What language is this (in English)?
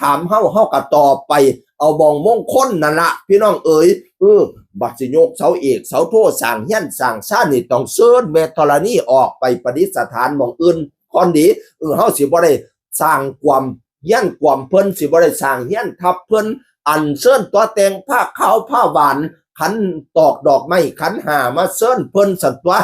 Northeastern Thai